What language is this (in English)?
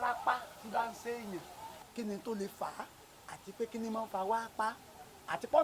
Yoruba